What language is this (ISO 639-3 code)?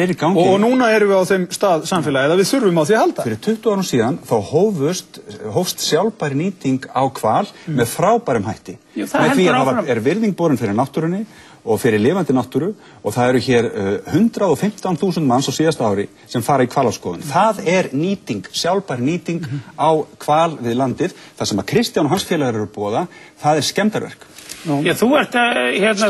isl